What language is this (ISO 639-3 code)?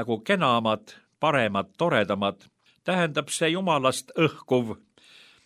est